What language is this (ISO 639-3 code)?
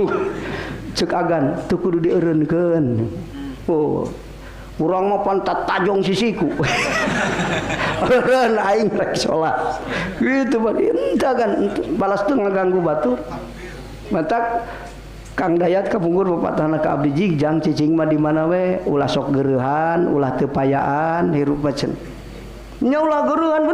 sun